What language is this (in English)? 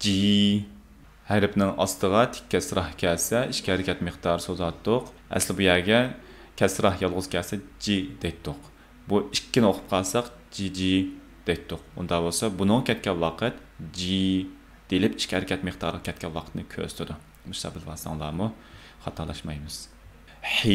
Uyghur